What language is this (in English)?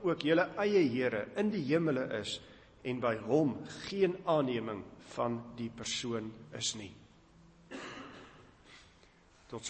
Afrikaans